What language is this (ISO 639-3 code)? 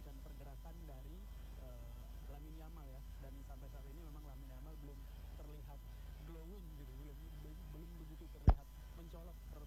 ind